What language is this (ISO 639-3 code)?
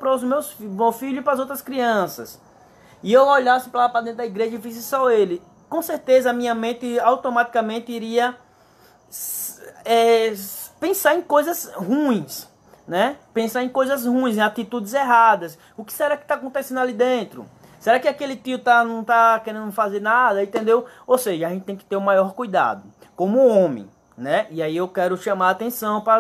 por